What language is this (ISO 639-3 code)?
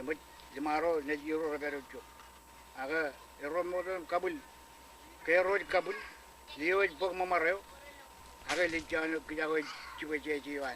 mah